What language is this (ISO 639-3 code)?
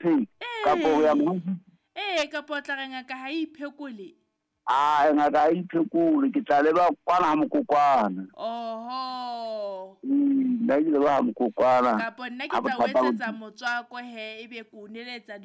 sot